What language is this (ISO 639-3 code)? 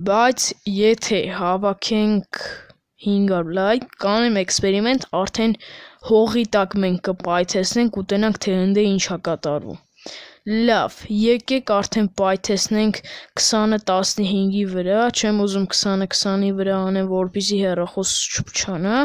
hye